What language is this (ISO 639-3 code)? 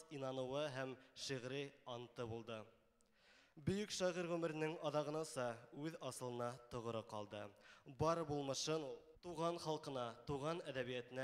bak